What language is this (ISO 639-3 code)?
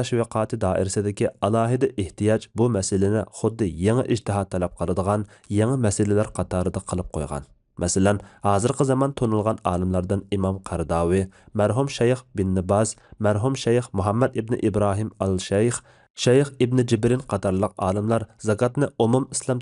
uig